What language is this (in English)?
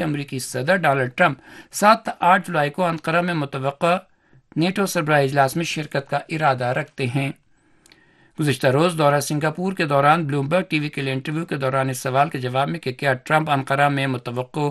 Urdu